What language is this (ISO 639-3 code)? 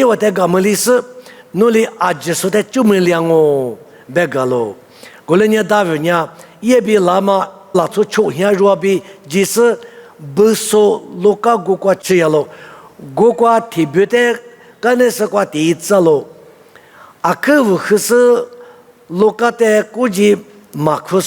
lis